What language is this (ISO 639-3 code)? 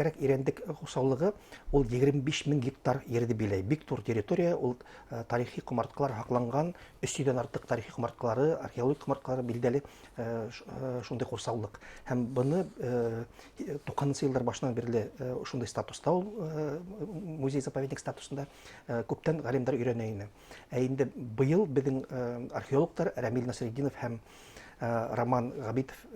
bak